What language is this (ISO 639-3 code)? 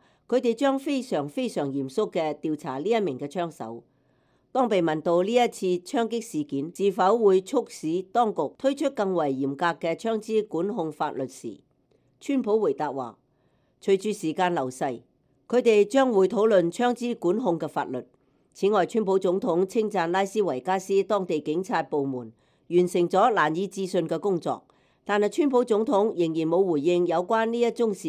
yue